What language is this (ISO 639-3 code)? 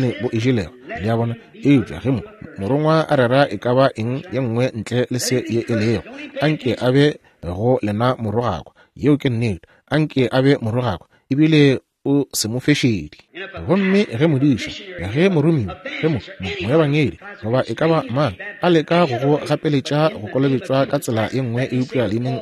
nso